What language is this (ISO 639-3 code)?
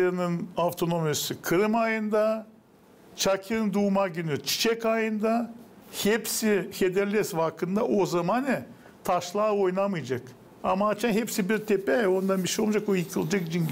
gag